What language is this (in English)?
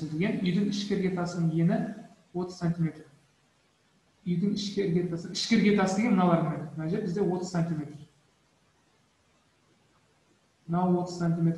Kazakh